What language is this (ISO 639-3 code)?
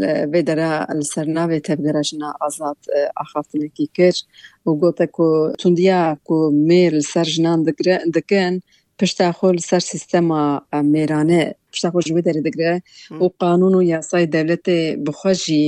kur